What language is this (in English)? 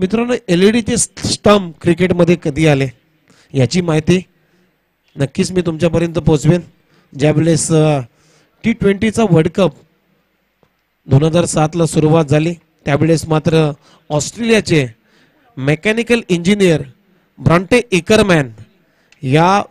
Marathi